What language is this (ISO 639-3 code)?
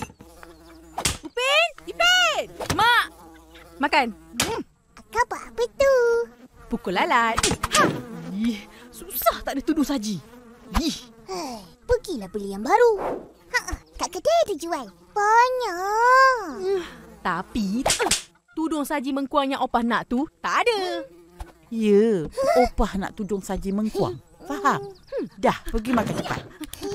msa